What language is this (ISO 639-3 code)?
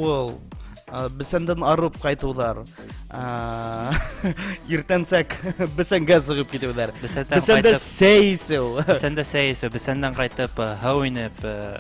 bak